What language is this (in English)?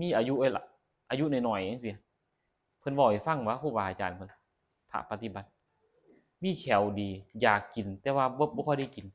Northeastern Thai